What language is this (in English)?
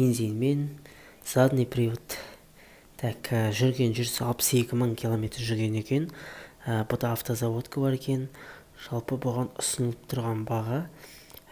Kazakh